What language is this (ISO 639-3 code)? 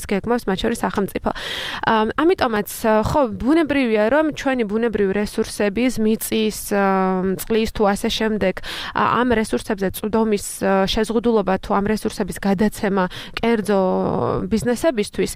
kat